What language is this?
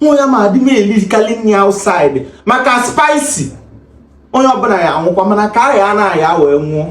Igbo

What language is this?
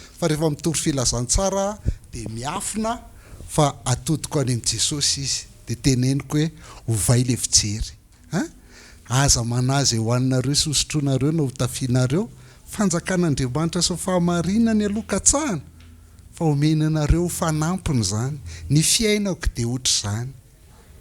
Malagasy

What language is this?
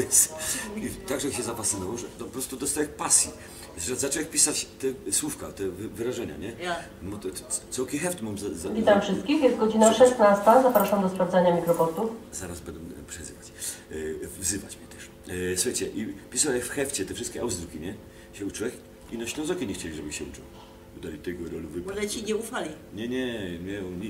Silesian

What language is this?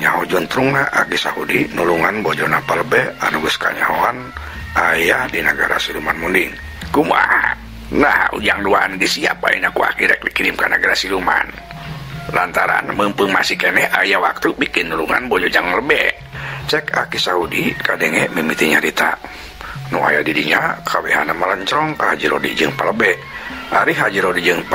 Sundanese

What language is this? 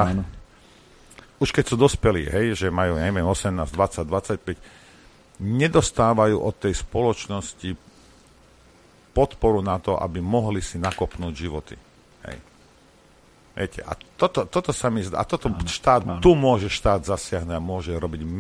Slovak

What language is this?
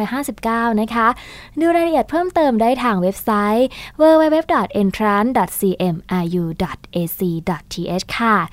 Thai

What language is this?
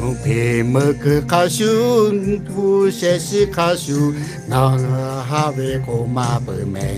Lahu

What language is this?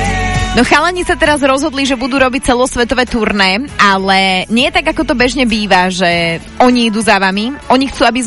Slovak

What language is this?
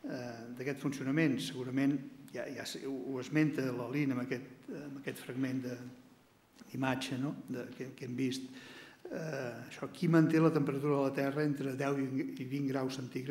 Catalan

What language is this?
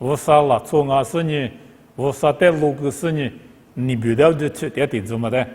Lisu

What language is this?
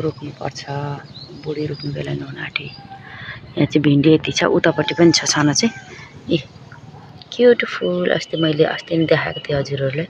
Nepali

